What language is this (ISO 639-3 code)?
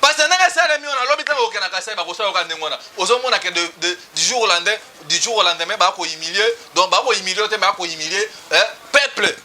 lin